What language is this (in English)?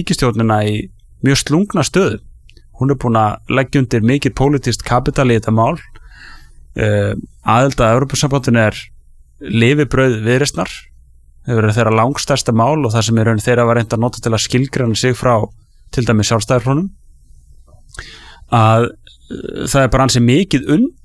Icelandic